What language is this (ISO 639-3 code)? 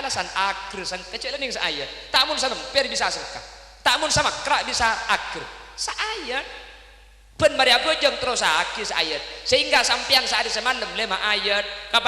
mad